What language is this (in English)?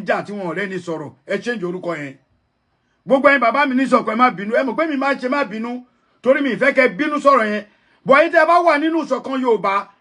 Yoruba